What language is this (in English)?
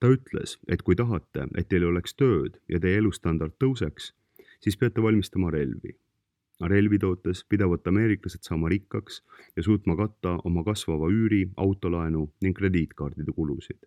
Estonian